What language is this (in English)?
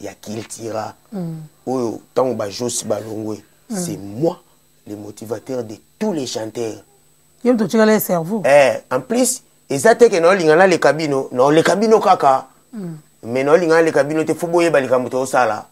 Lingala